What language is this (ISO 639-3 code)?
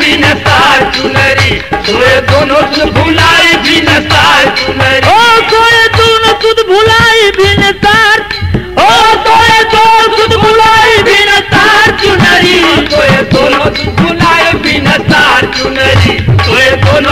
bho